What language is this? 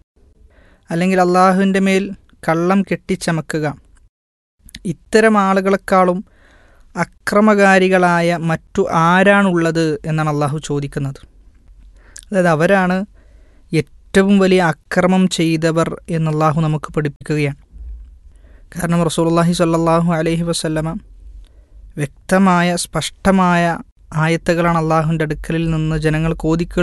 Malayalam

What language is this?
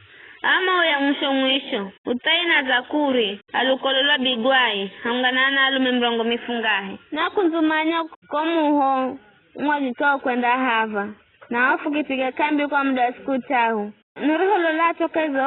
Giryama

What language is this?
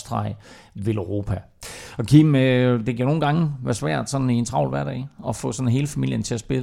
Danish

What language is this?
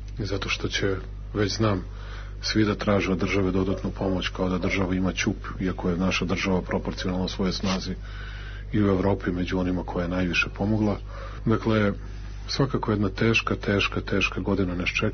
Serbian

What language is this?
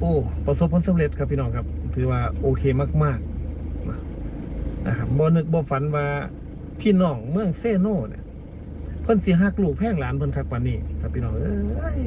Lao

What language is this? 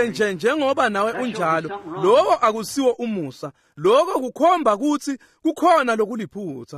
Swati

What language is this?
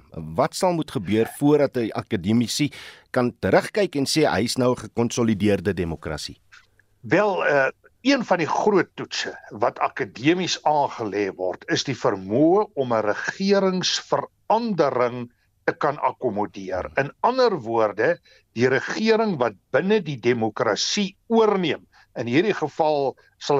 Afrikaans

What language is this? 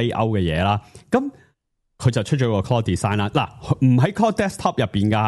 Cantonese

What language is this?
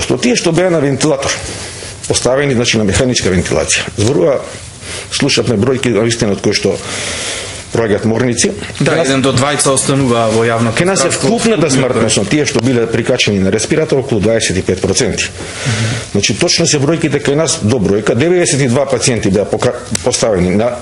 Macedonian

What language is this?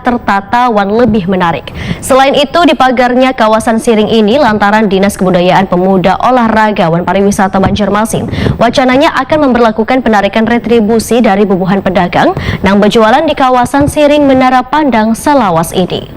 Banjar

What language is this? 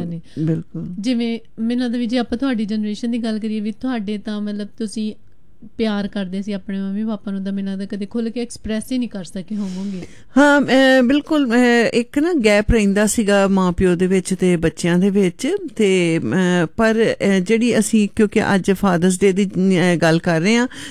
Punjabi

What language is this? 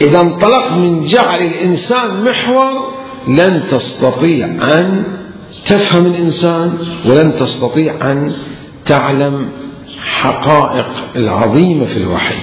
Mesopotamian Arabic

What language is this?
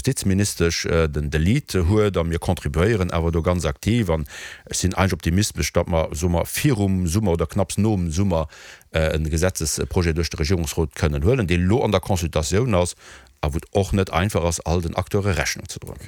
Luxembourgish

